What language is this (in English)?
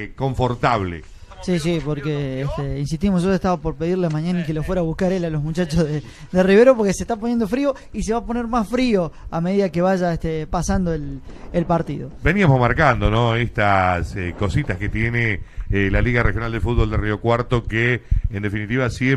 Spanish